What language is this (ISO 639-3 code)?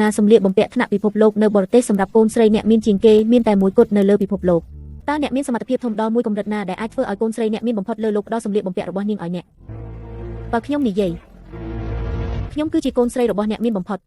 khm